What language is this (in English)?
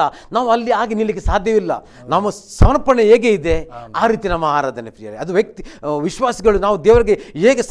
Kannada